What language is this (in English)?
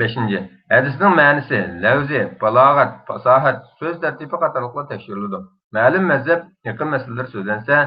Uyghur